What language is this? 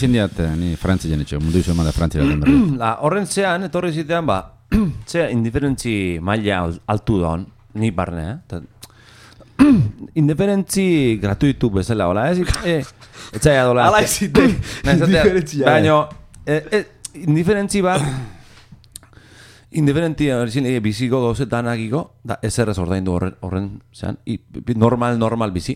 Basque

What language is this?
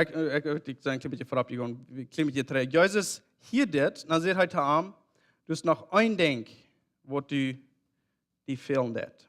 Plautdietsch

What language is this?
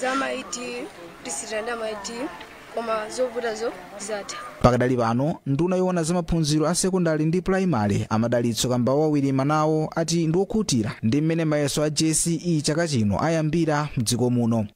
Nyanja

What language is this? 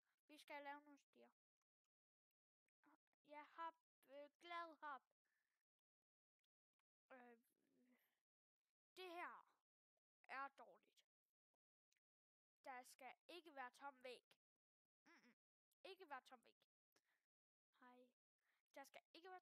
Danish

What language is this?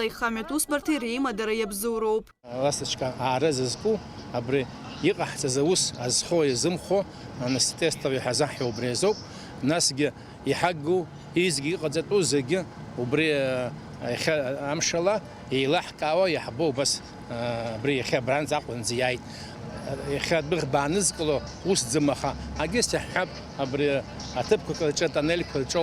Abkhazian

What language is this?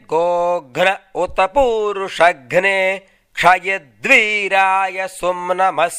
Sanskrit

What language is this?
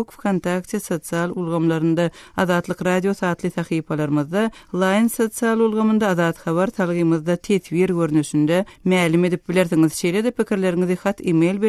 Turkmen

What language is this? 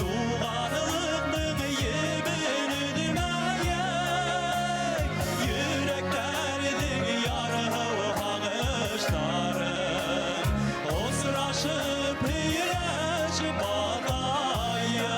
Bashkir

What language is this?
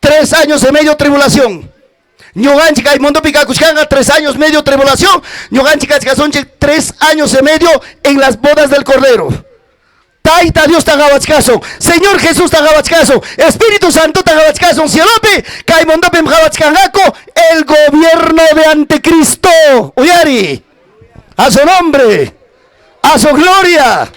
Ayacucho Quechua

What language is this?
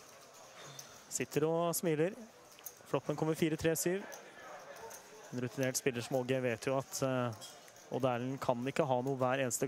Norwegian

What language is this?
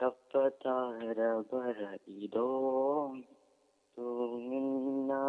Manipuri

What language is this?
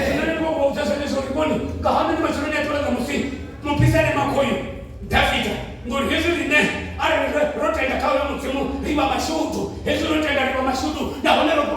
Venda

